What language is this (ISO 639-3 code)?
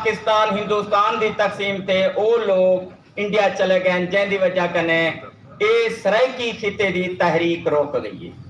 skr